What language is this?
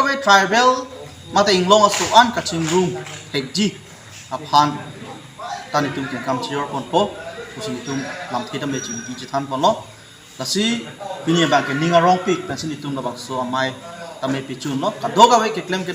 Karbi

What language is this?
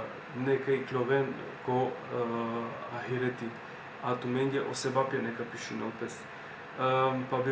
Balkan Romani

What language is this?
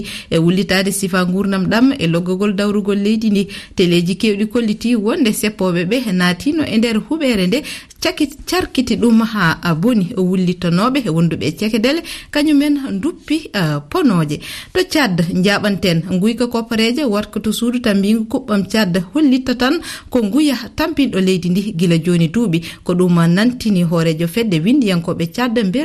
Fula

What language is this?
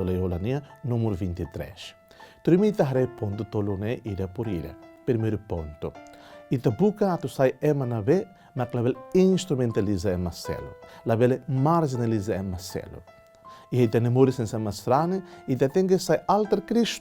Tetum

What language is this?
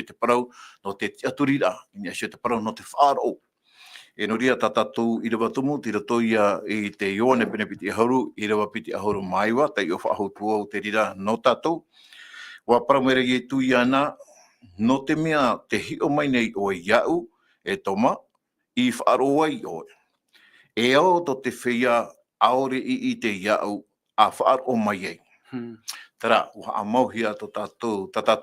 Tahitian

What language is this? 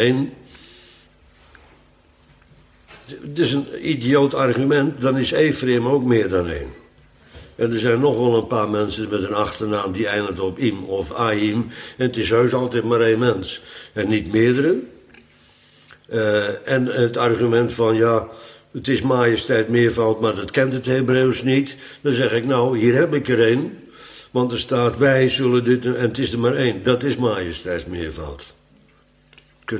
Dutch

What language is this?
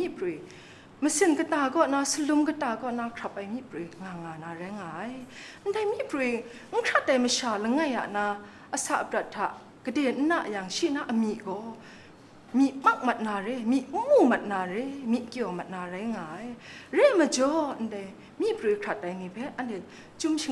Kachin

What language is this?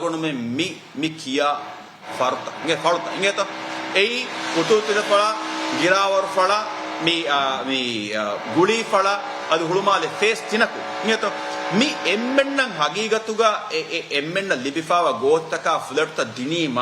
Divehi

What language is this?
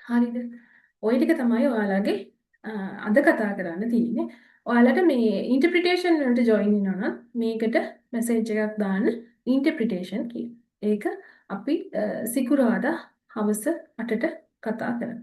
Sinhala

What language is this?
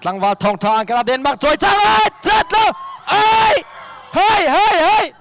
Hakha Chin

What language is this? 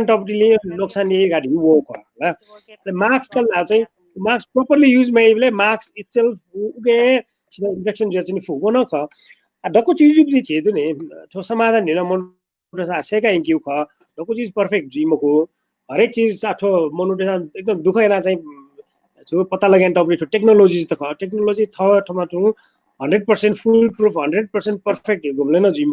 Newari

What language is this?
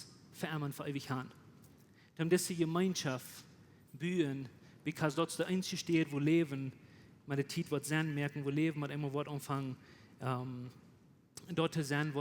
Plautdietsch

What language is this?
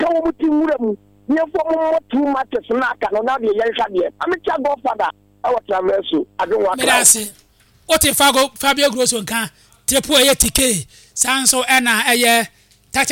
Akan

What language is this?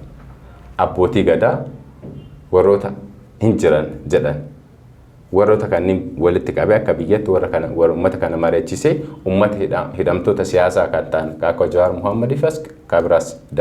Oromo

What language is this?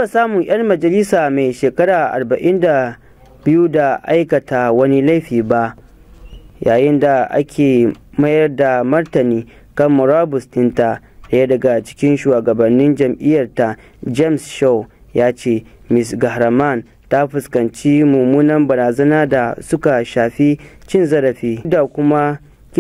Hausa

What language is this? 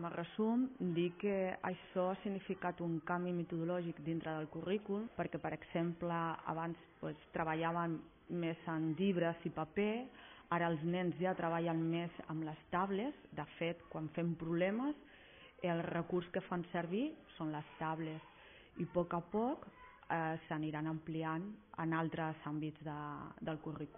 Catalan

